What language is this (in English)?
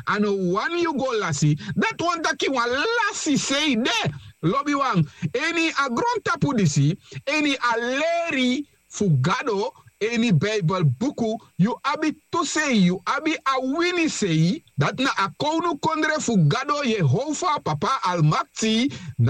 Sranan Tongo